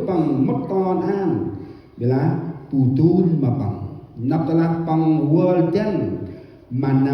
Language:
Central Mnong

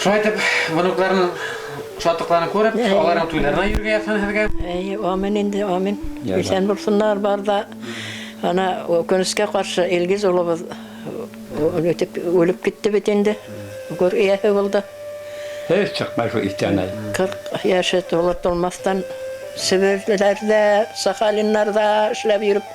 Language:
Bashkir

